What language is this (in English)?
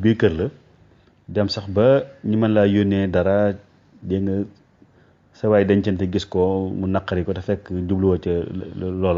Wolof